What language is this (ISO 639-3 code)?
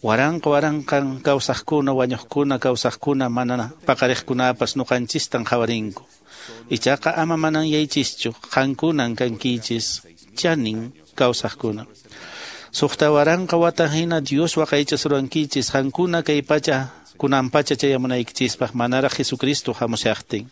que